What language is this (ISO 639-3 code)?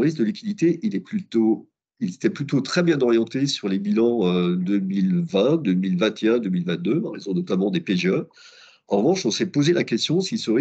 fra